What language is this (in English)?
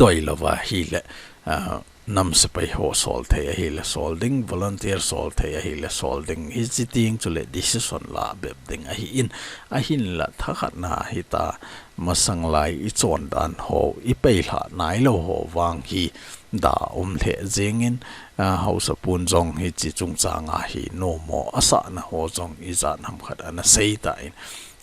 Thado Chin